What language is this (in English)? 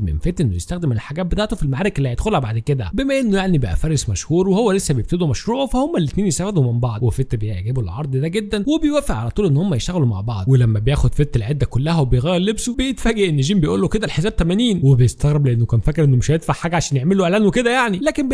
Egyptian Arabic